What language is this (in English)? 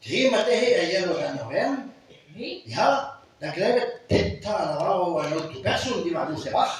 Breton